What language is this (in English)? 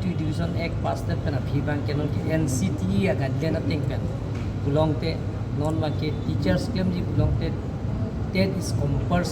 Karbi